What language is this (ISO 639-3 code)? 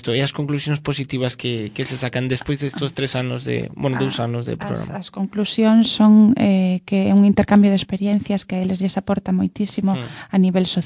glg